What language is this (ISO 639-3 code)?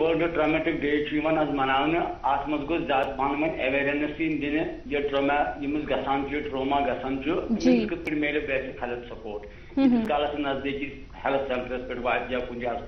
kas